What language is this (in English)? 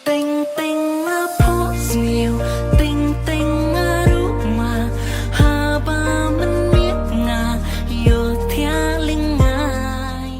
Khasi